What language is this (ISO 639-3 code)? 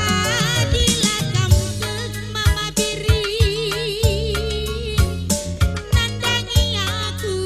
btx